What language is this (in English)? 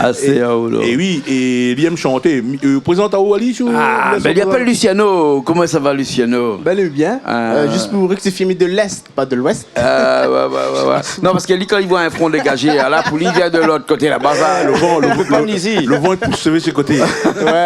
Réunion Creole French